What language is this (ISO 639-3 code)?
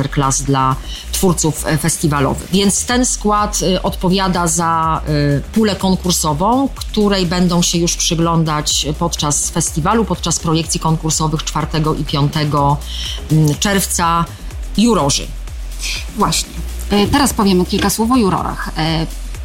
pol